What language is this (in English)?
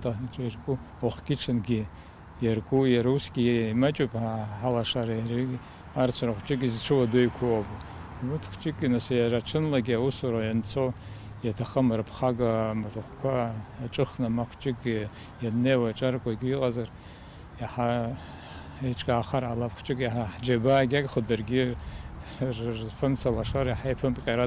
Abkhazian